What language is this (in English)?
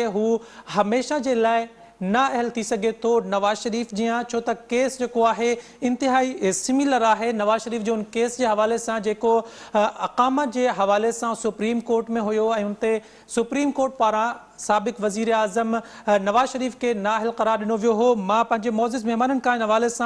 Sindhi